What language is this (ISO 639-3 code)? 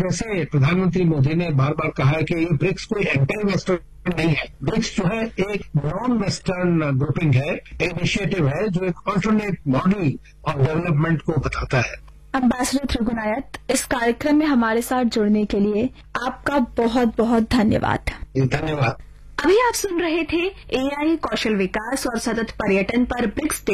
hin